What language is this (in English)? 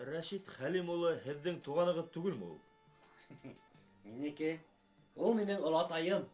Bashkir